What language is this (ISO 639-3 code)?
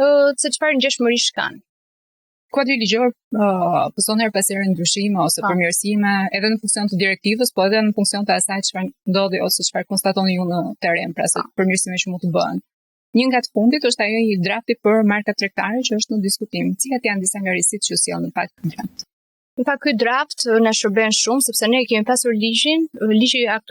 sqi